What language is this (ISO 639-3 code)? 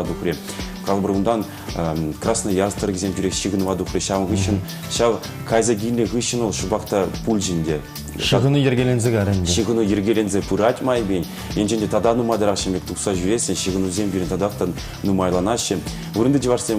chv